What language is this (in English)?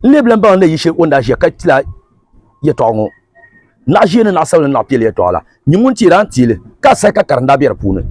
Dagbani